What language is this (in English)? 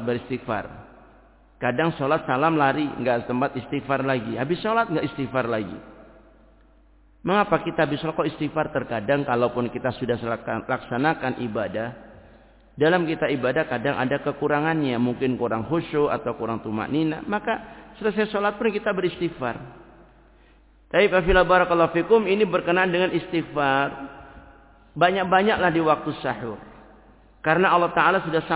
Indonesian